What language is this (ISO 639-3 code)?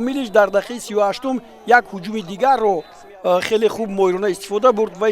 tgk